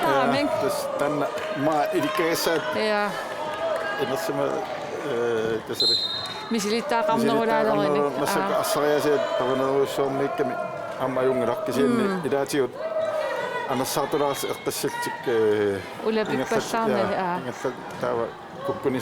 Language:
Kalaallisut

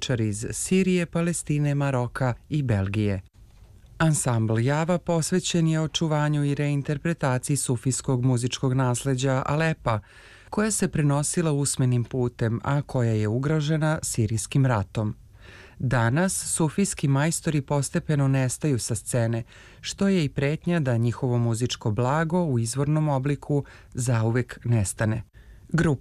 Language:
Serbian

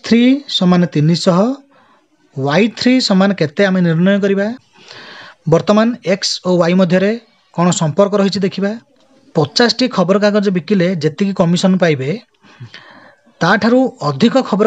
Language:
Odia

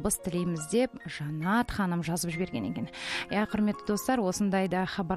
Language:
Kazakh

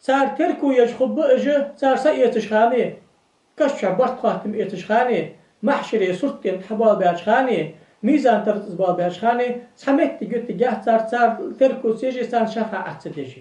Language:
Ingush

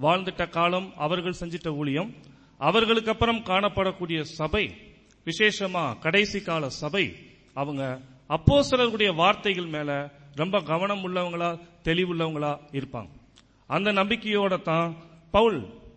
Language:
Tamil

